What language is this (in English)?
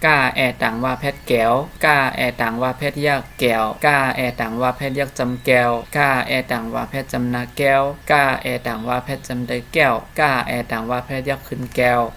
Shan